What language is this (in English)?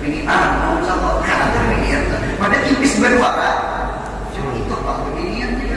Banjar